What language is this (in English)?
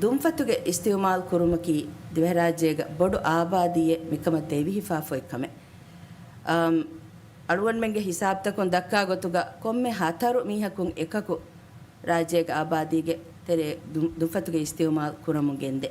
Divehi